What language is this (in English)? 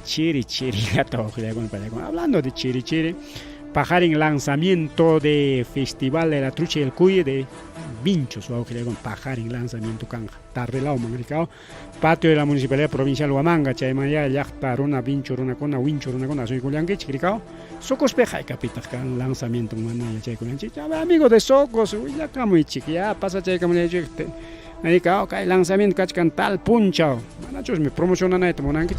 Ayacucho Quechua